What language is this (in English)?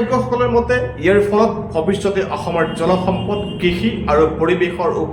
Assamese